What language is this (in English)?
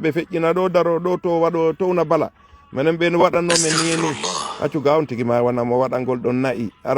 Fula